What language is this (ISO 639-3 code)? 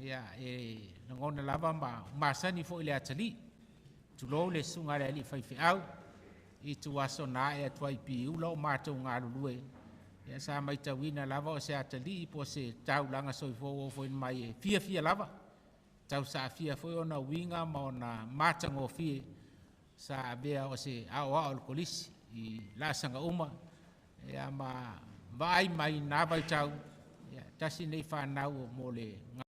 smo